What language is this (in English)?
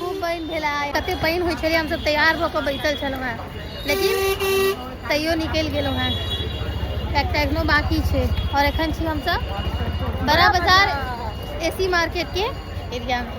Maithili